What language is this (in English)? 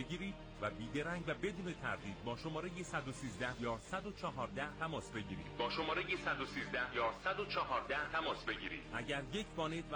Persian